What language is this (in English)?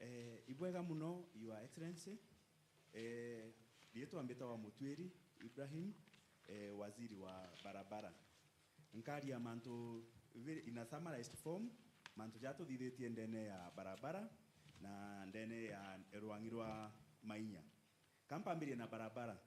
Meru